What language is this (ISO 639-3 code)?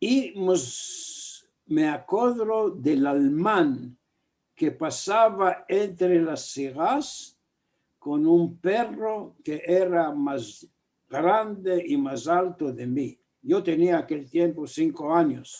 lad